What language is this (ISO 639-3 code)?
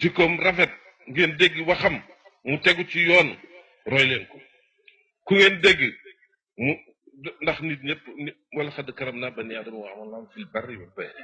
wol